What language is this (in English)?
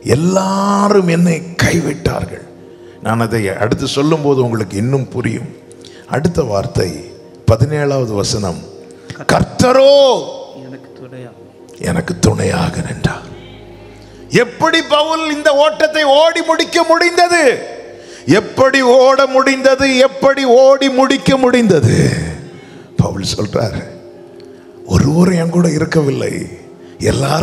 Tamil